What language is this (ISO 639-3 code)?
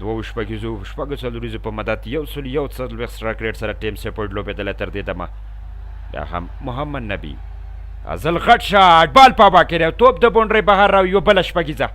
pus